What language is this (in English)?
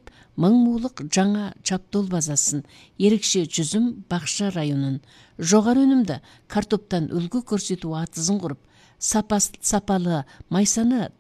Kazakh